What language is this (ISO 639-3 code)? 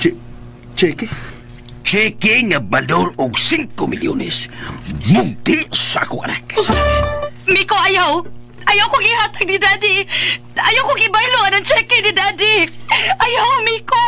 ceb